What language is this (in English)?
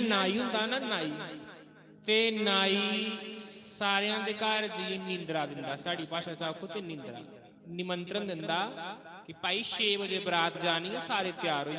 Dogri